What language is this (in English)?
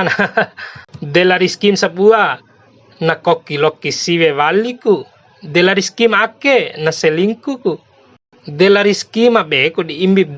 Bima